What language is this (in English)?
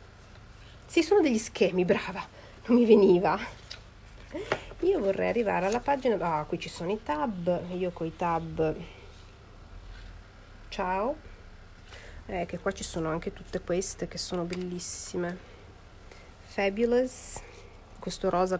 Italian